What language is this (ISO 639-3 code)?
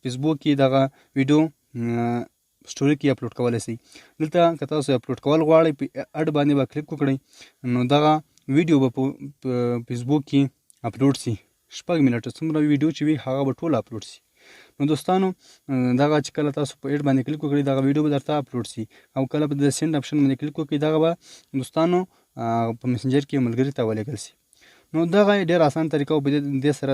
pus